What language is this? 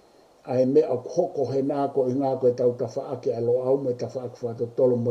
Tongan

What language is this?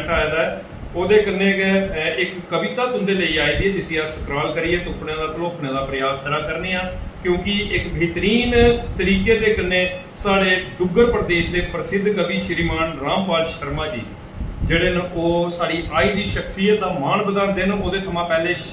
Dogri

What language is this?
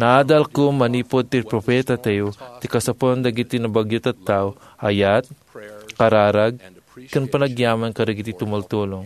Iloko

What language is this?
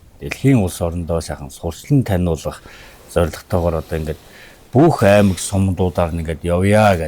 Mongolian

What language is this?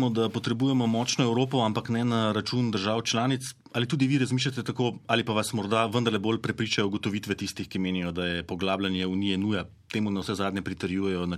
Slovenian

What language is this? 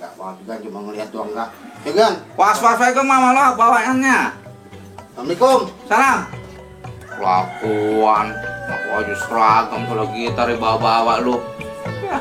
Betawi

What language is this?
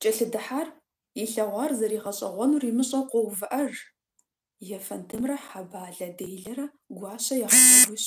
Kabardian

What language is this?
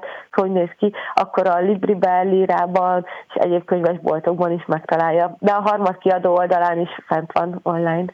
Hungarian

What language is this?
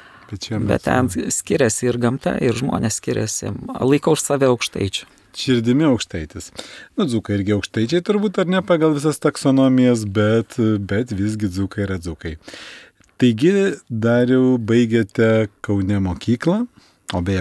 Lithuanian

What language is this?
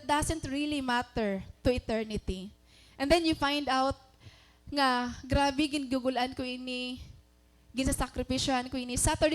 Waray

